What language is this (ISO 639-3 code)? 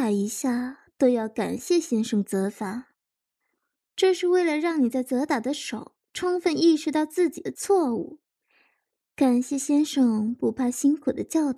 zho